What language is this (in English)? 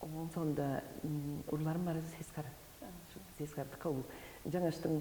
Tuvinian